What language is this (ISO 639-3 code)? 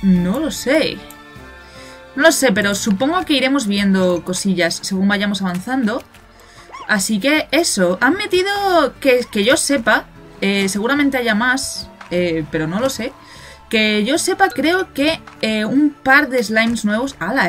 spa